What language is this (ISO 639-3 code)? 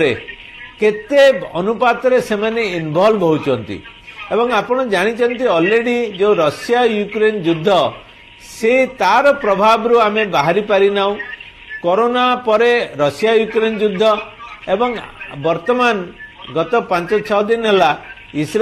ori